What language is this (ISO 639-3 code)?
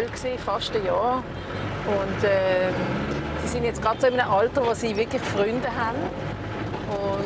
gsw